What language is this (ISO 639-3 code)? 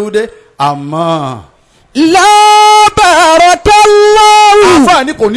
yor